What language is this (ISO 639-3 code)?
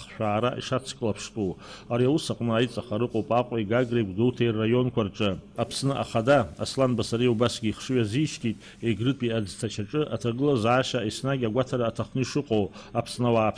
abk